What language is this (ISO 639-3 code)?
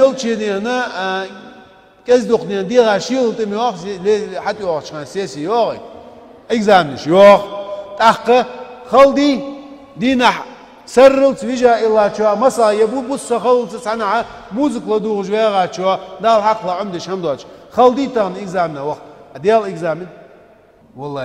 inh